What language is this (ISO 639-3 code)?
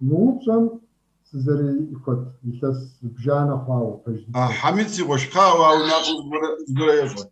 kbd